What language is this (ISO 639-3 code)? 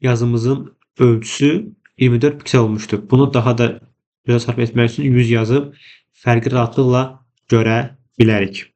aze